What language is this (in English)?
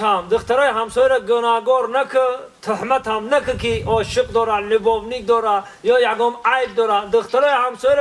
Tajik